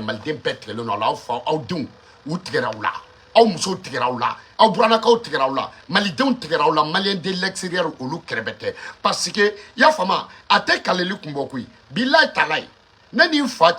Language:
Bambara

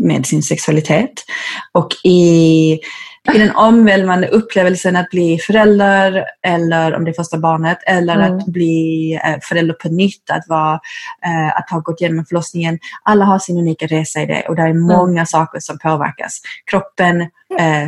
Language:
Swedish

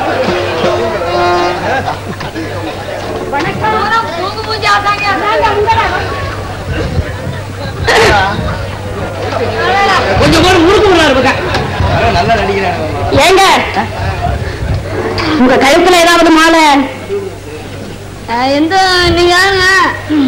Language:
Tamil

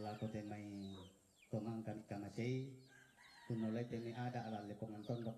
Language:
Toraja-Sa'dan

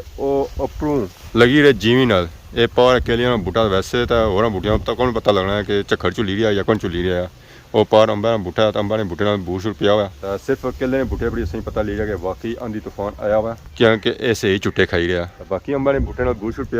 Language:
Pahari-Potwari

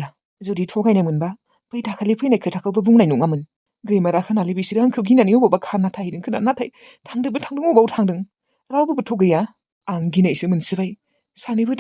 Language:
Bodo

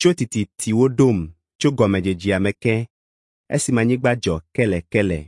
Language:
Ewe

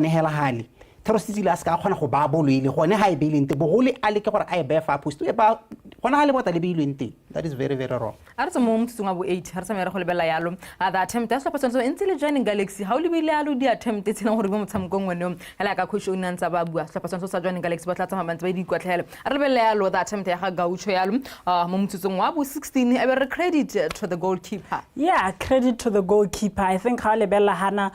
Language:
Tswana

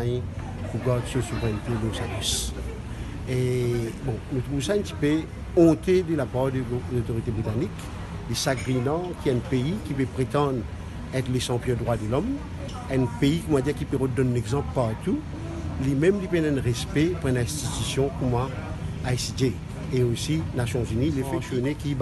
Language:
Morisyen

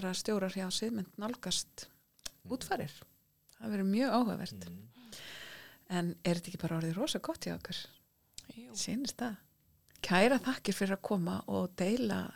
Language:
Icelandic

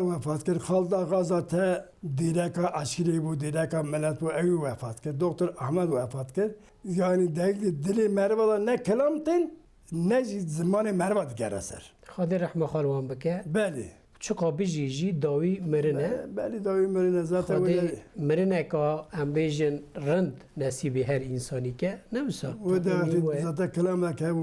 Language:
Kurdish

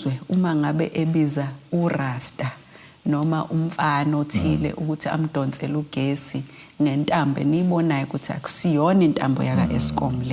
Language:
Zulu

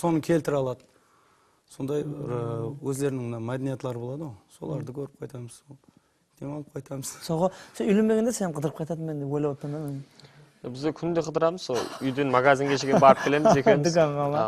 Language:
Kara-Kalpak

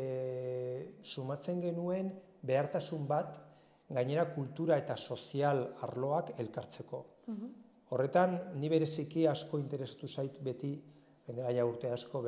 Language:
Basque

